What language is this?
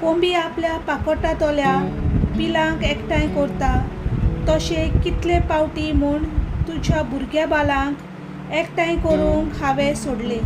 Konkani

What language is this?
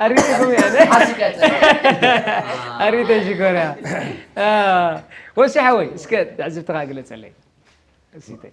Tigrinya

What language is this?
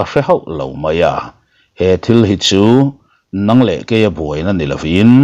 Mizo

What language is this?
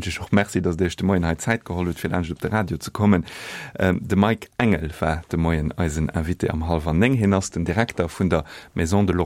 Luxembourgish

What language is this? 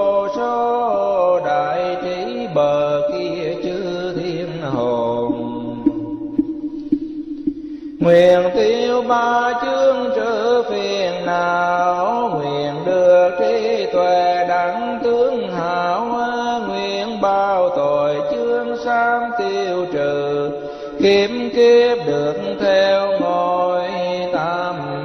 Vietnamese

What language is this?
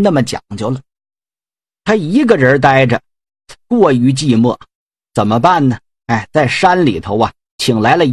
Chinese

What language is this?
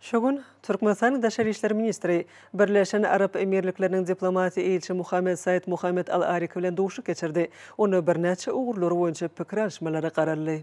Turkmen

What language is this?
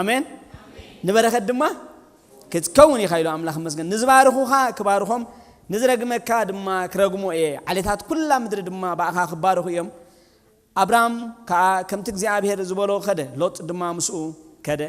Tigrinya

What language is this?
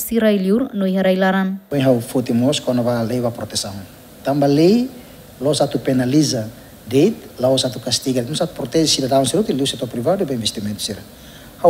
Tetum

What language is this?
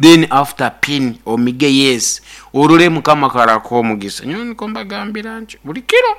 Nyankole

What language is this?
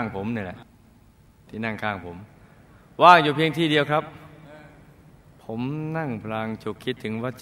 Thai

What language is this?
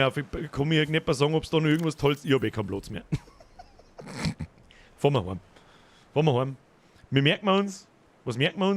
Bavarian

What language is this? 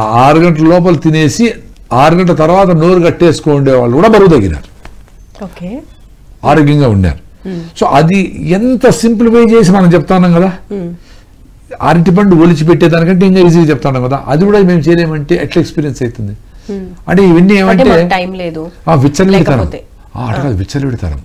Telugu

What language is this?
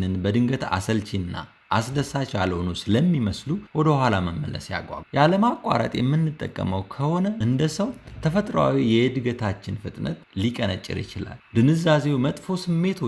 Amharic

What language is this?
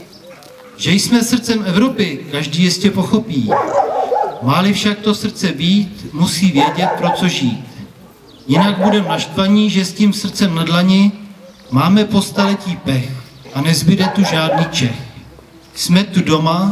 Czech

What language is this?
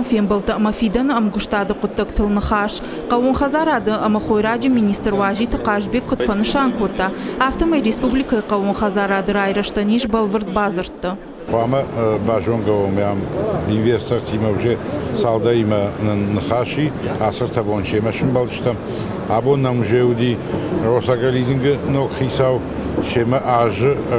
Ossetic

